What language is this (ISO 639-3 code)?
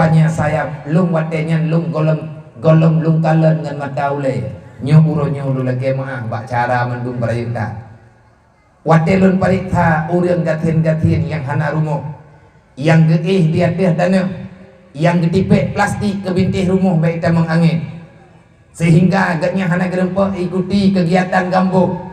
ace